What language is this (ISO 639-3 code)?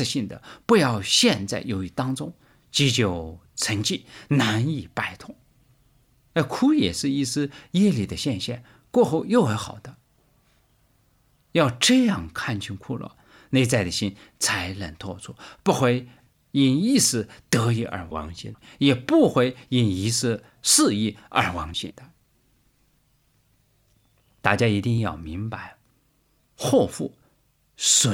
zho